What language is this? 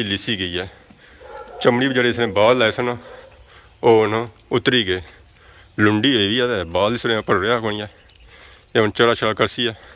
Pahari-Potwari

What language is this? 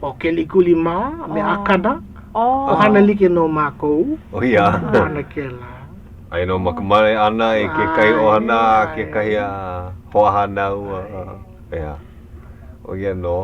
Hawaiian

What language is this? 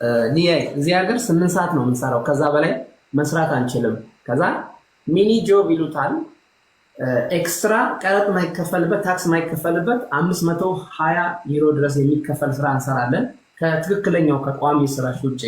Amharic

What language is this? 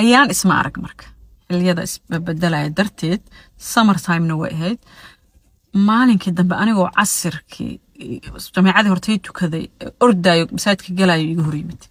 Somali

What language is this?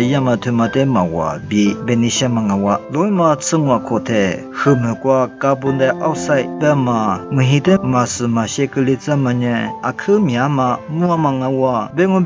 Lisu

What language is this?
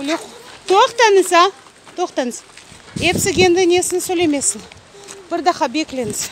Crimean Tatar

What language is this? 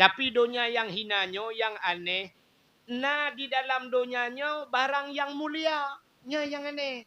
Achinese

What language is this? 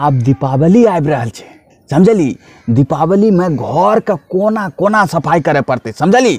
Angika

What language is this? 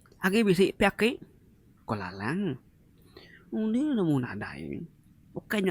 Iban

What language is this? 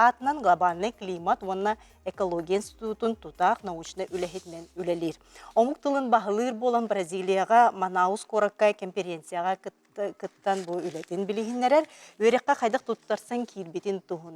Yakut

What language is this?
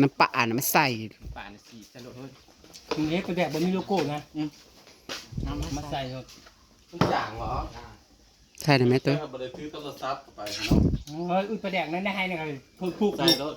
Northeastern Thai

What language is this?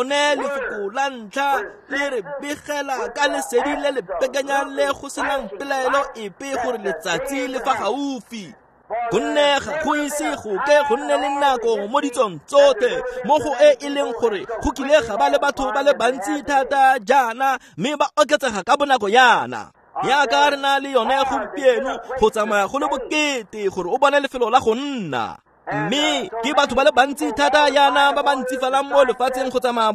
Tswana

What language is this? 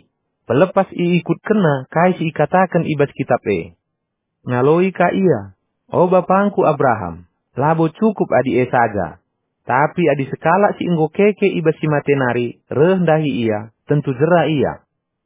Batak Karo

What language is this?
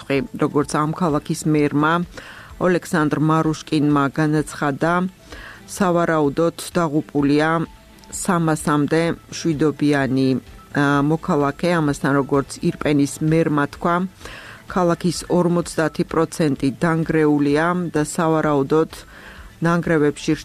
Georgian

